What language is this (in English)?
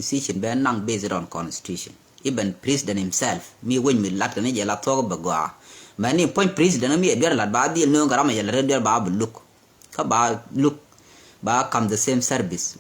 Nuer